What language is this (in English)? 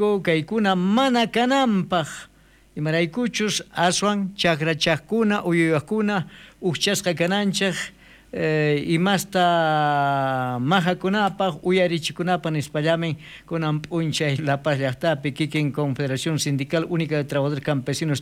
South Bolivian Quechua